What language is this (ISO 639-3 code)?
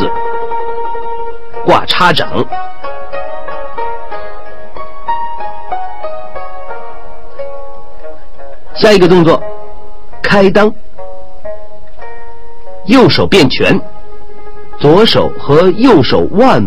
zho